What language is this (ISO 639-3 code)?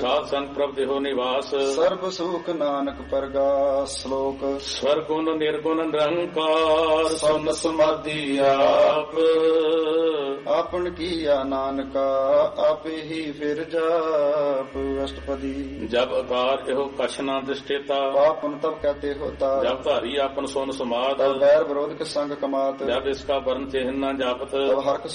pan